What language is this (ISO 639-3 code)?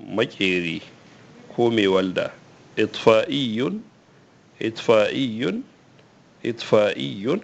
hau